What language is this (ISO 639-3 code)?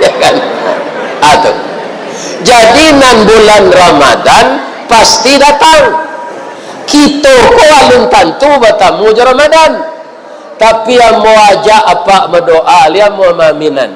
min